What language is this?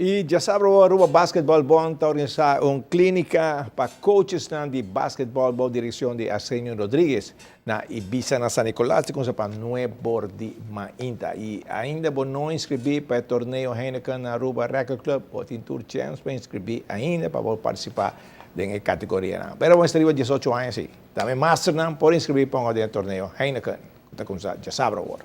Papiamento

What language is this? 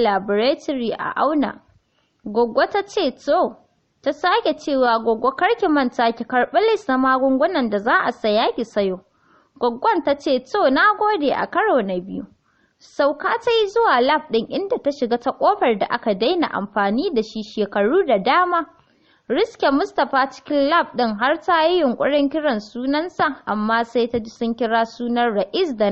Hausa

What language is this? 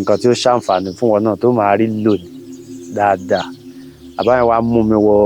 Yoruba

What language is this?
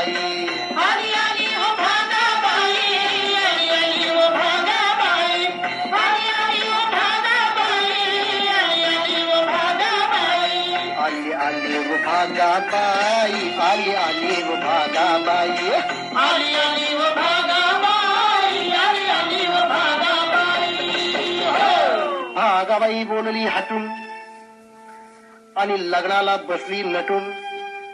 Marathi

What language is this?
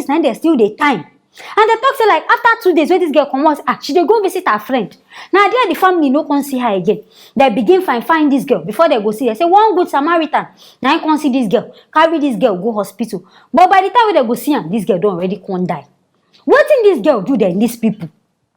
Nigerian Pidgin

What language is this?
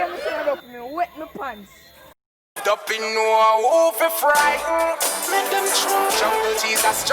Jamaican Creole English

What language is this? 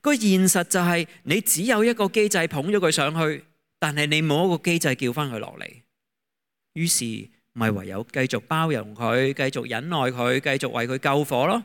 Cantonese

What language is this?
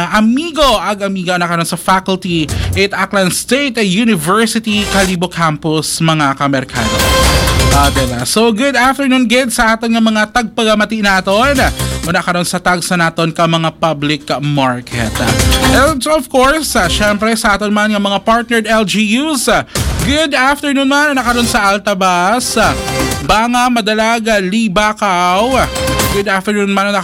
Aklanon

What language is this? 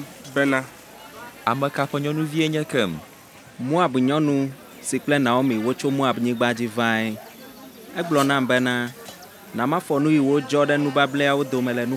Ewe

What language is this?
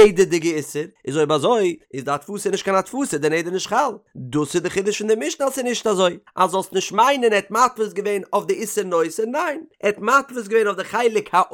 Yiddish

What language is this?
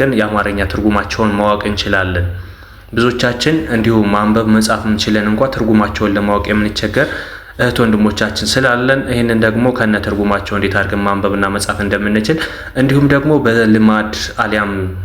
Amharic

